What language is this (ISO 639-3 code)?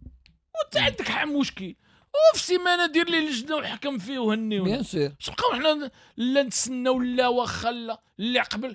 ary